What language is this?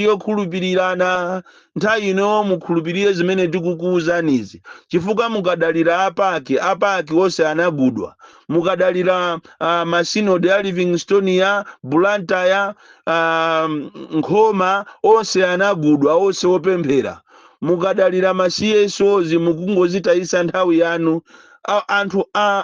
Nyanja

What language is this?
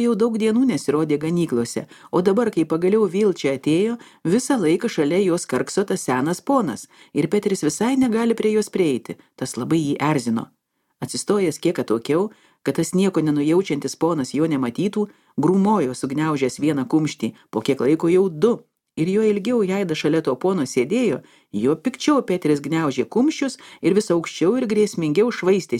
Lithuanian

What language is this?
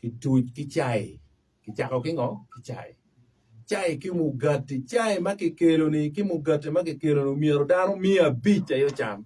Acoli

